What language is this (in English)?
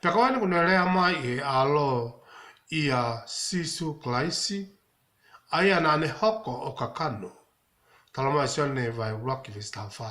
Tongan